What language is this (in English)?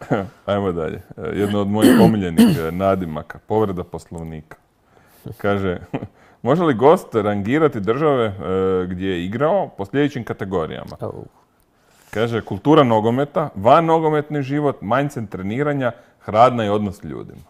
Croatian